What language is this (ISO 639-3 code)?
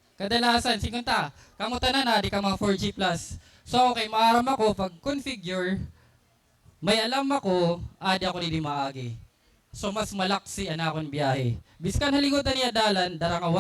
war